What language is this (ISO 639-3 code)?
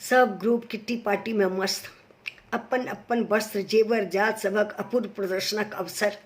mai